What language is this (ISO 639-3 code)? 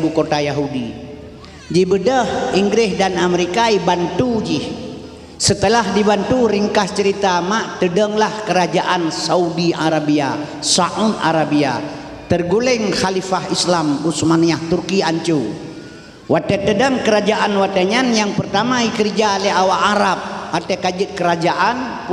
ace